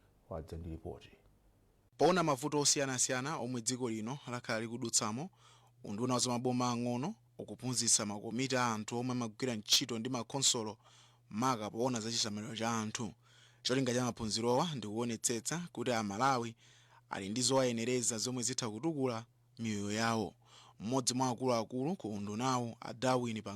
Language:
Nyanja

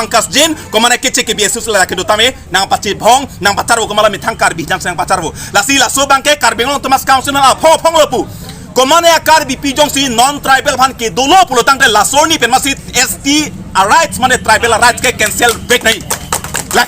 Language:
Karbi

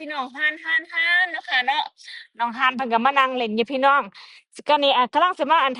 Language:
Northeastern Thai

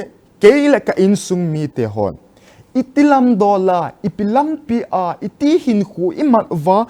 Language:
Thado Chin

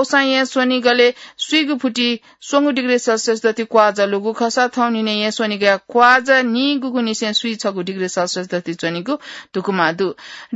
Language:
Newari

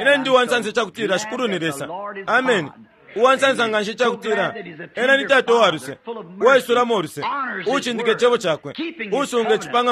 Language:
Bemba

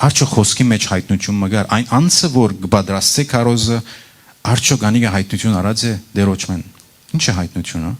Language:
Western Armenian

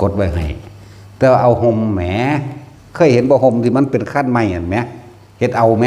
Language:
Northeastern Thai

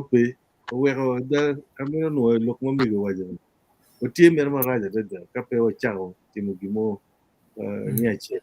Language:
Acoli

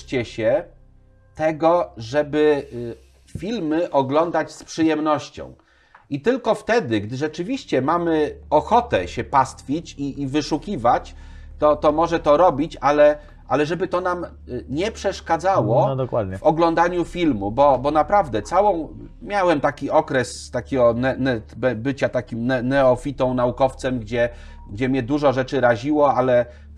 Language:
Polish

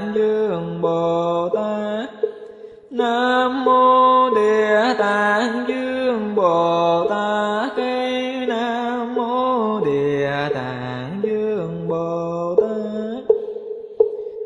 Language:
Vietnamese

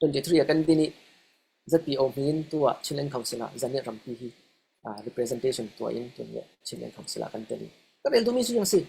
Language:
Falam Chin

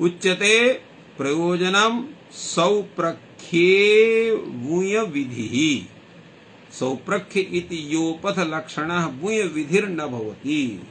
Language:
Sanskrit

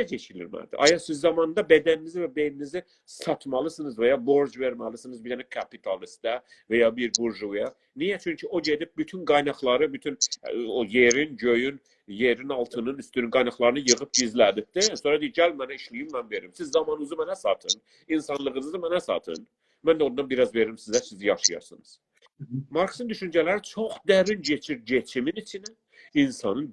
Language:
South Azerbaijani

